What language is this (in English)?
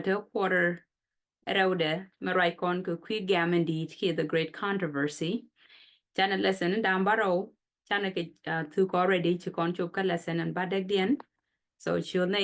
Nuer